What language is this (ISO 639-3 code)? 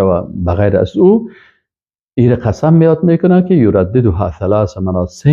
fas